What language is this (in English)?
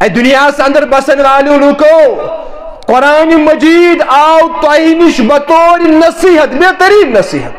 Kashmiri